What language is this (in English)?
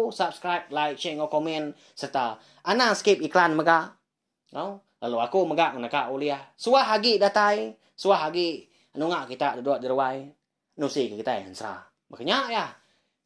Iban